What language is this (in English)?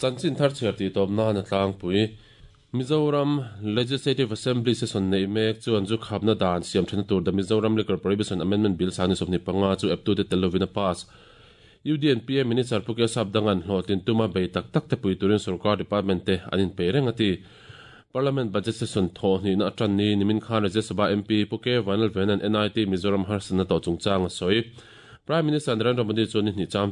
Mizo